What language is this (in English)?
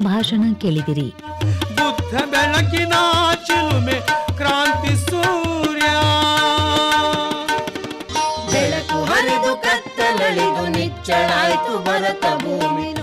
Kannada